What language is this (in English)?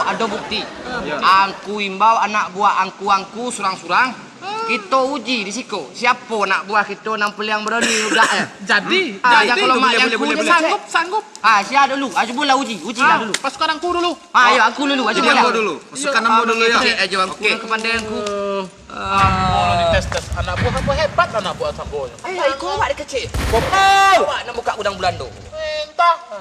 Minangkabau